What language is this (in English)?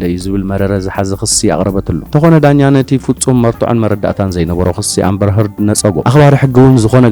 Tigrinya